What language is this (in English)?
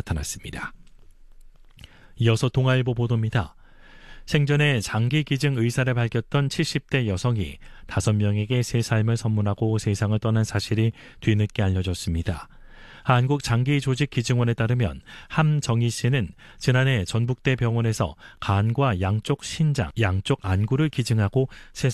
Korean